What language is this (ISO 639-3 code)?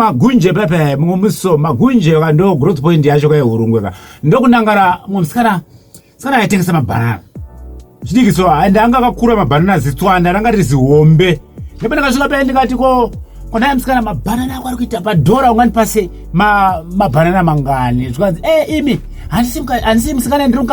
sna